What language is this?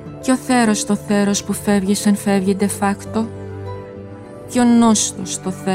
Greek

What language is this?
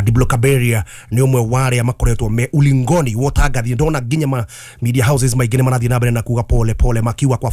Kikuyu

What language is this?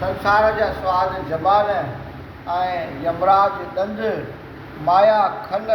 Sindhi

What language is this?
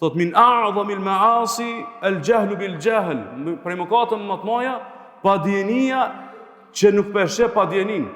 Albanian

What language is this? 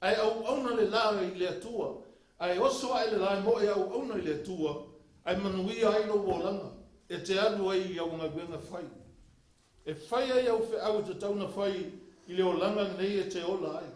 Samoan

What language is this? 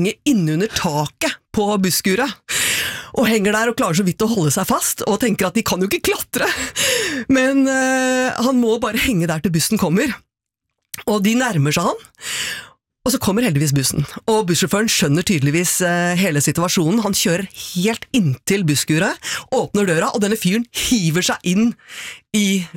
Norwegian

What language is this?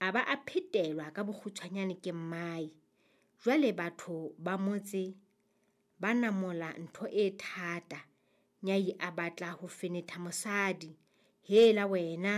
Southern Sotho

